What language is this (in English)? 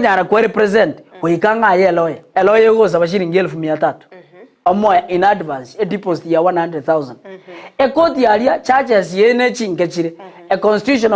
Gusii